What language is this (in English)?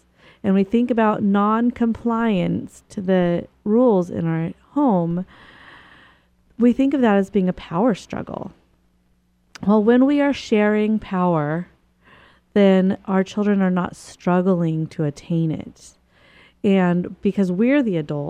English